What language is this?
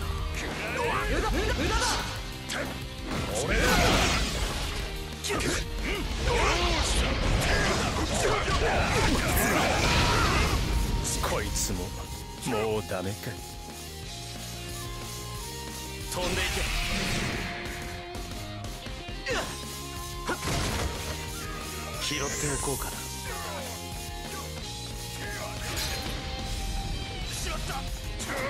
Japanese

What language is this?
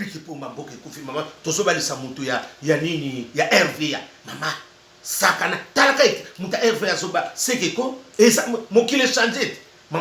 Lingala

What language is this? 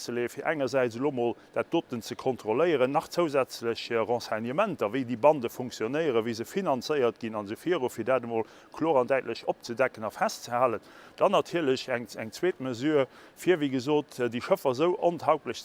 Luxembourgish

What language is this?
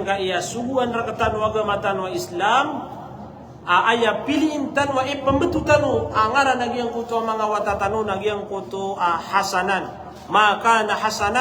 Maranao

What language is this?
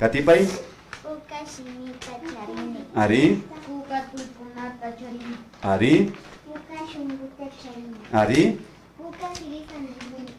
Imbabura Highland Quichua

